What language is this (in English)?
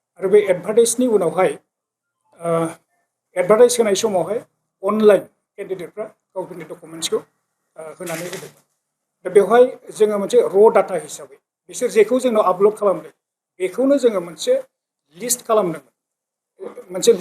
Bodo